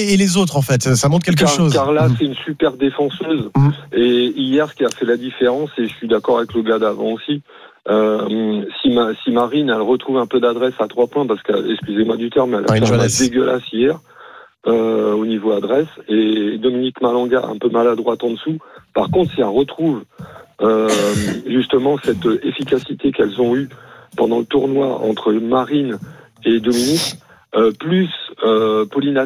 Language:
French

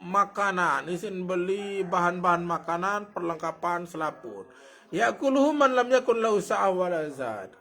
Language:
Sasak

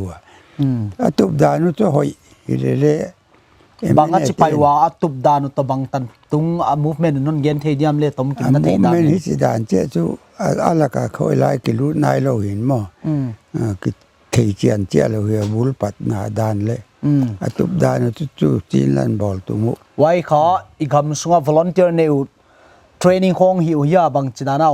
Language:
Paite Chin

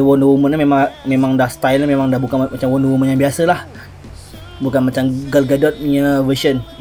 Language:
Malay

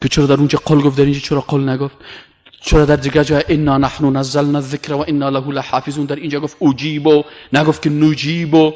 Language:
Persian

